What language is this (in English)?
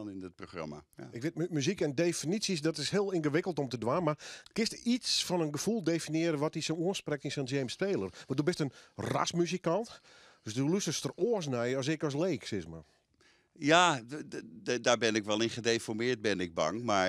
Western Frisian